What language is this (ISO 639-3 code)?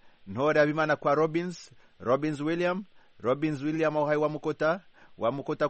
kin